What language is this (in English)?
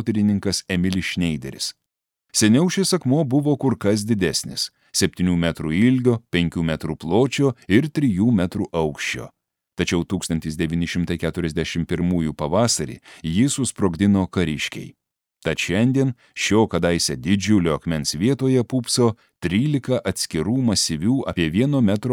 Lithuanian